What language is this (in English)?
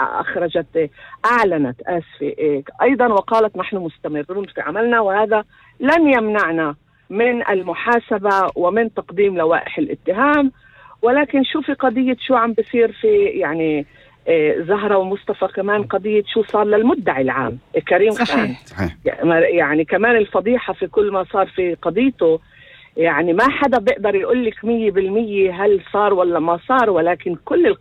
North Levantine Arabic